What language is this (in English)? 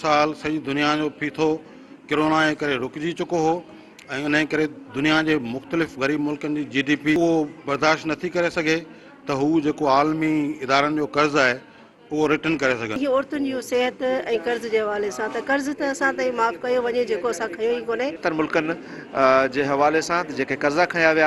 Sindhi